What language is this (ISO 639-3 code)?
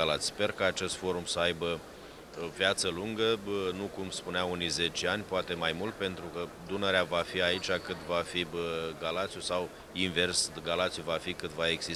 ron